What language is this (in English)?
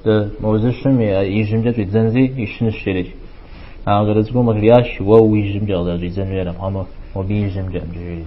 Kabardian